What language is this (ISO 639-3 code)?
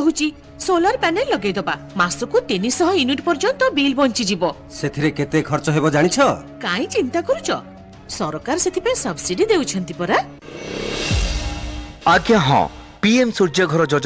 ori